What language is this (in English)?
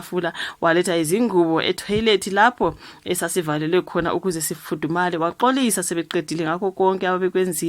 Zulu